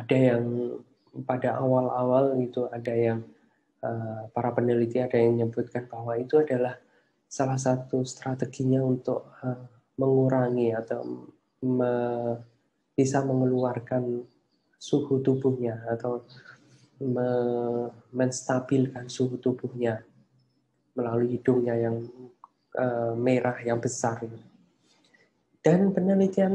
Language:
Indonesian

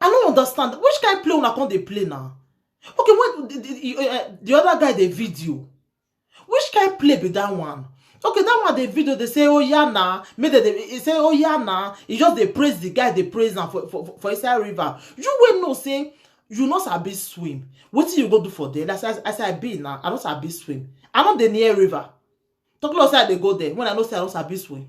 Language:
Nigerian Pidgin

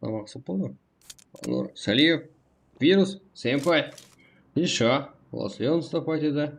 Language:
Kara-Kalpak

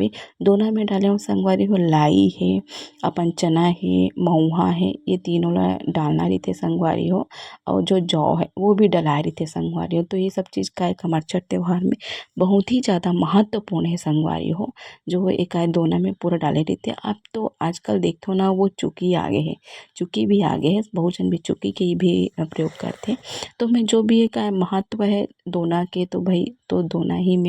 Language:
Chhattisgarhi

